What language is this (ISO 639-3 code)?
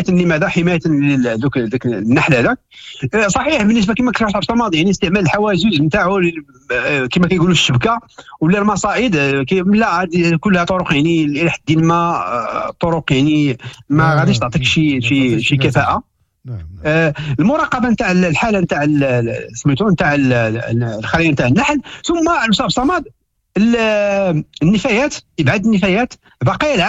ary